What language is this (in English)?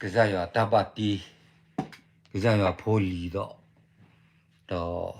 S'gaw Karen